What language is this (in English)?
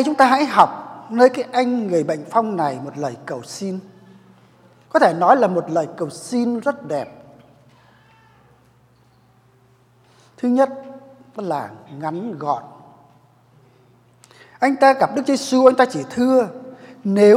Vietnamese